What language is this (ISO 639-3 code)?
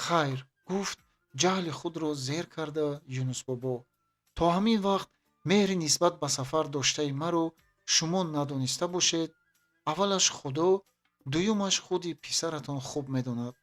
tgk